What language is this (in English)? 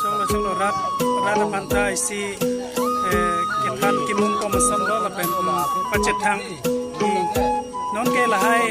Karbi